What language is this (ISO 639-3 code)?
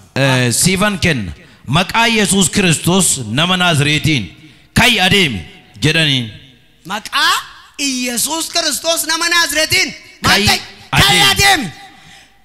orm